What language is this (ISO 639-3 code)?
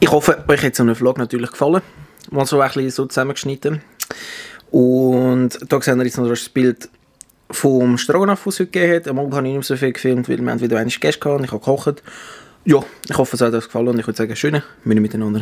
gsw